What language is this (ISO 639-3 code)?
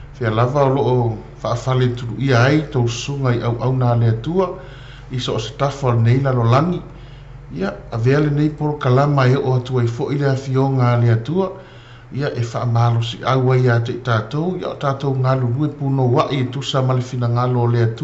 smo